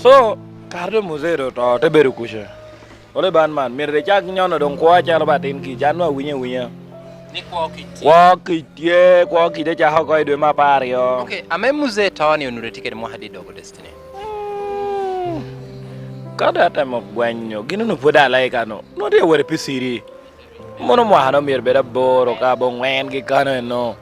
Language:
Lango (Uganda)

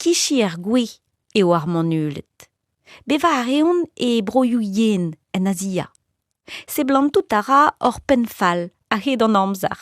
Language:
Breton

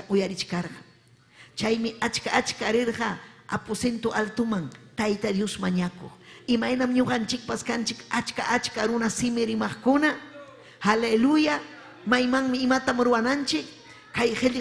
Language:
Ayacucho Quechua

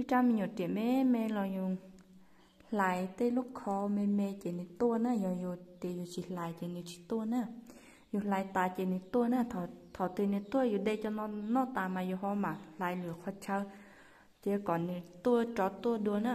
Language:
Hmong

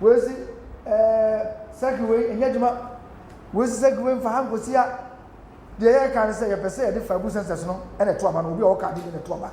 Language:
Akan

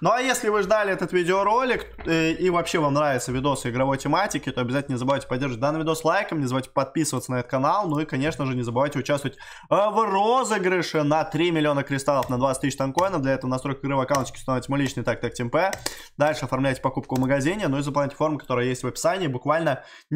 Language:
Russian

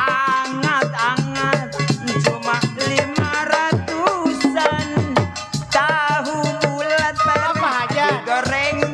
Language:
Betawi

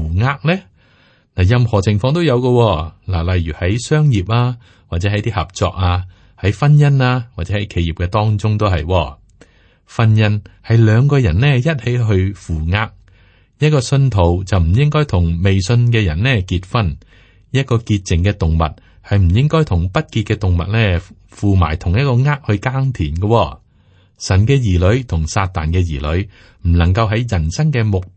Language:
Cantonese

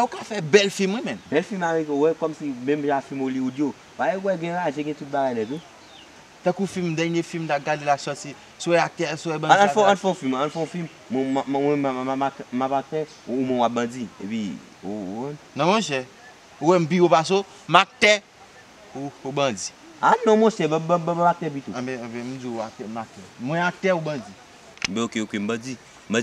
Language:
Haitian Creole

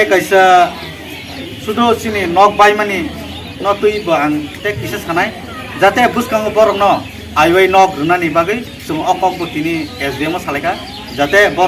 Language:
Kok Borok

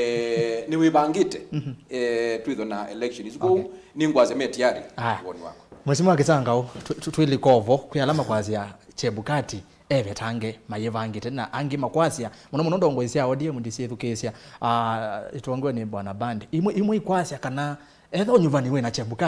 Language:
Kamba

